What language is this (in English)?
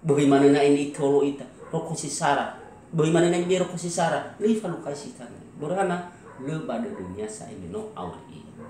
Nias